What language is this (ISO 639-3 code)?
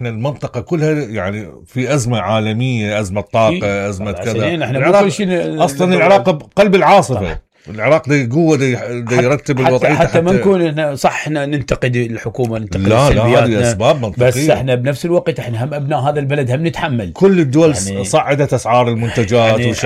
acm